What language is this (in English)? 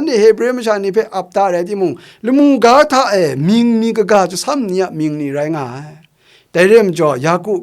Kachin